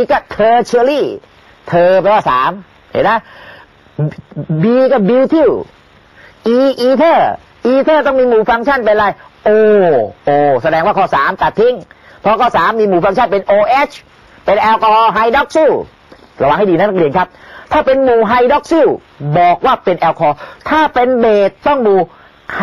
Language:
Thai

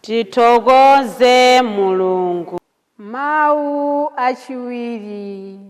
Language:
Nyanja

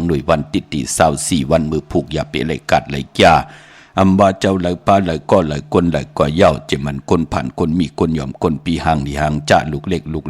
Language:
Shan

